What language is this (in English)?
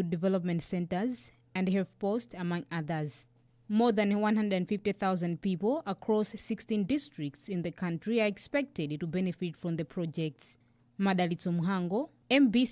English